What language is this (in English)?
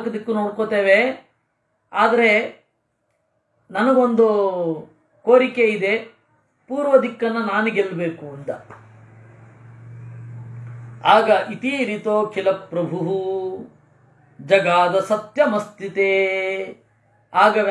Kannada